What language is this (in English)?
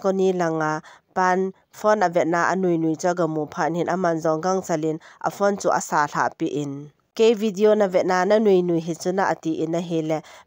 Thado Chin